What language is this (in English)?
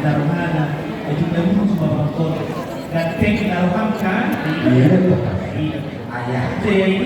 Batak Toba